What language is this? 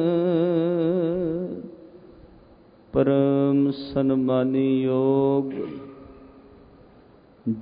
Punjabi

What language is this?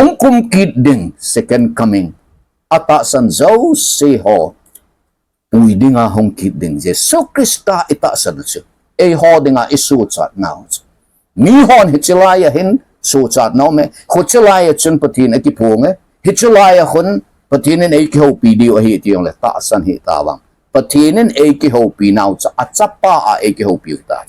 Thado Chin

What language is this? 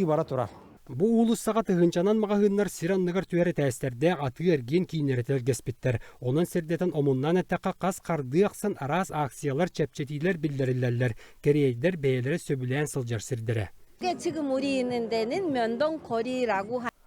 Yakut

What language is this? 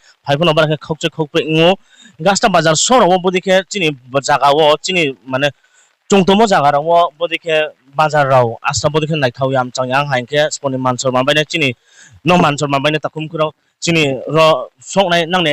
Riang (India)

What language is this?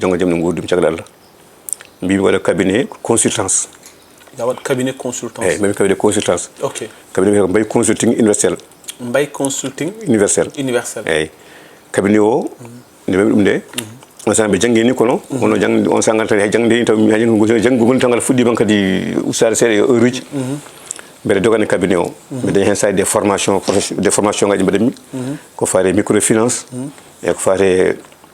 Fula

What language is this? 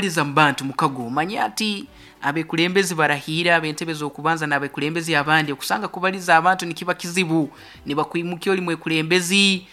Nyoro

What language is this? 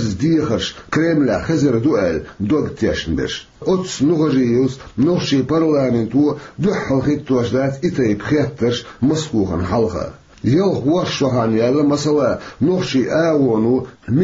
Chechen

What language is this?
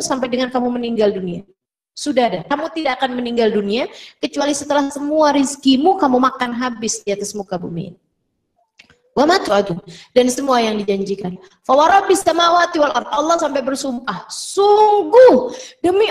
Indonesian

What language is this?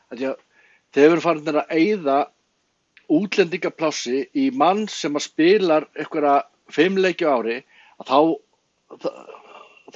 Icelandic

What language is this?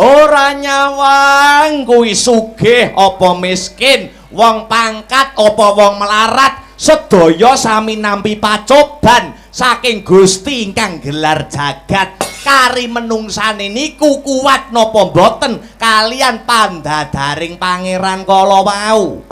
Javanese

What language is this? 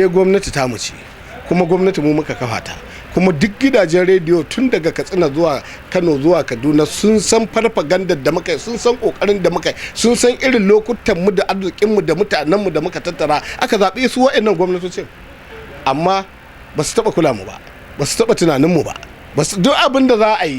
Hausa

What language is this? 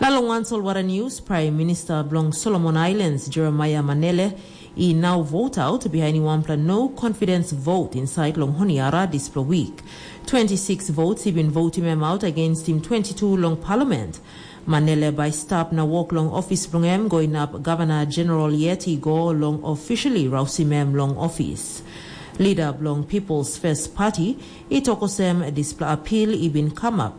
Tok Pisin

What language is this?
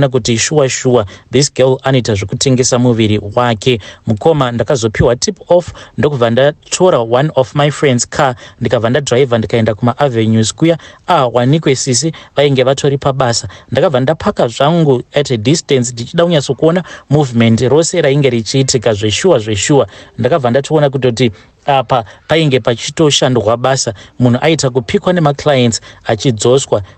Shona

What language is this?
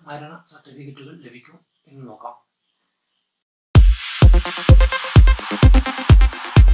Malayalam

